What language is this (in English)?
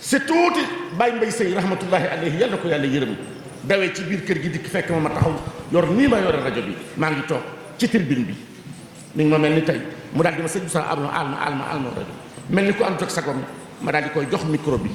Wolof